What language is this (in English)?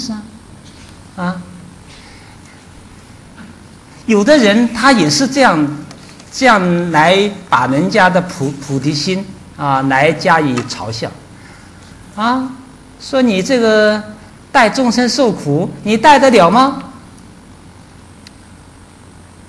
Chinese